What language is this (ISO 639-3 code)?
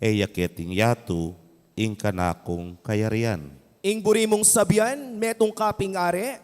pam